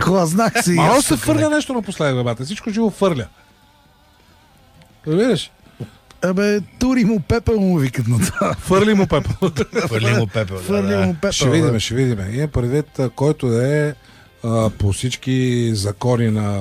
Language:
Bulgarian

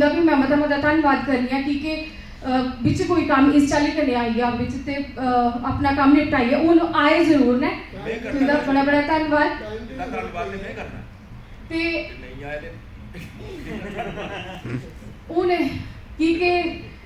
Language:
Dogri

